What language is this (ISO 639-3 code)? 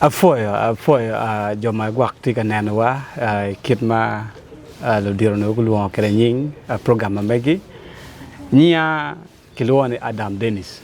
ach